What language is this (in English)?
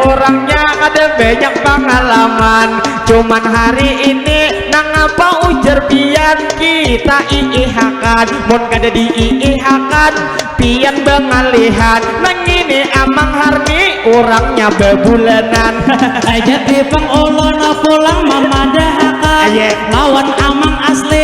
Banjar